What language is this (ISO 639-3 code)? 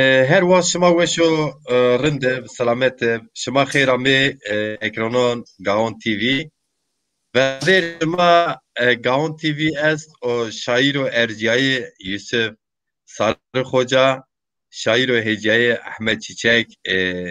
zza